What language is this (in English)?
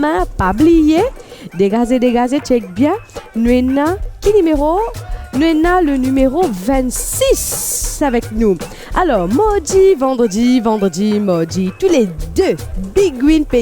Morisyen